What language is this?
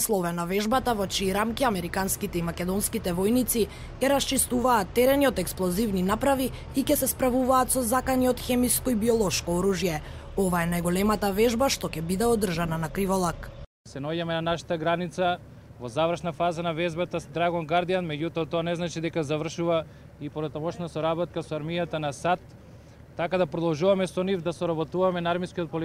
Macedonian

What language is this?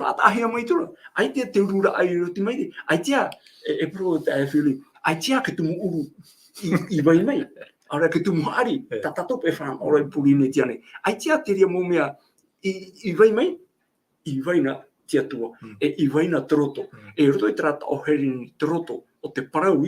Tahitian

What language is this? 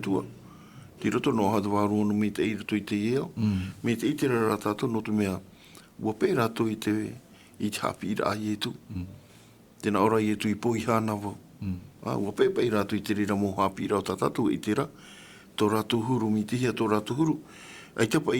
Tahitian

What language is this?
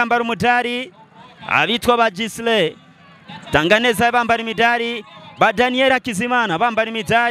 Rundi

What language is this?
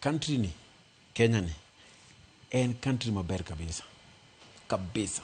Luo (Kenya and Tanzania)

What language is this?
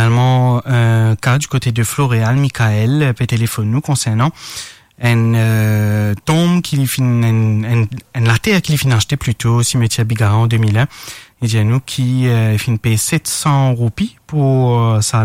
Morisyen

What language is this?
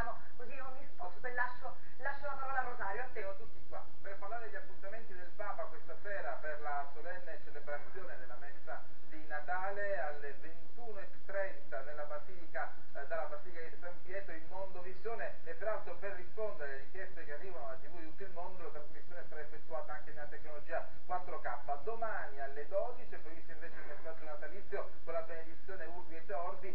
Italian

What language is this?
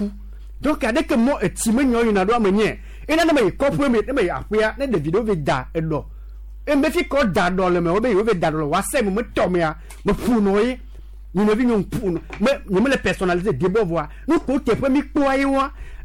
Gen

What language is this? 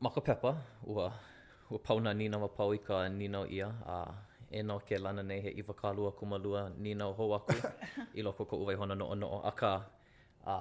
Hawaiian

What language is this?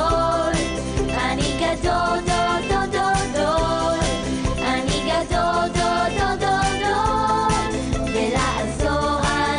Hebrew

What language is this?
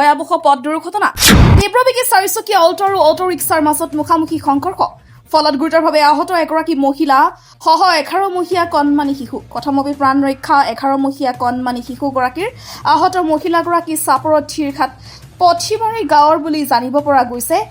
Assamese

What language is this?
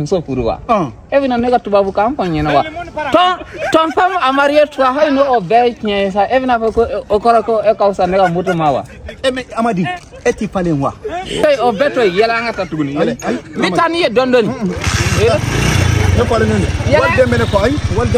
Bambara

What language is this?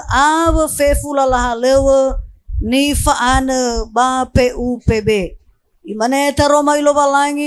Nias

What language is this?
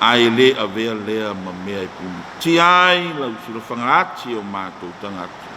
Samoan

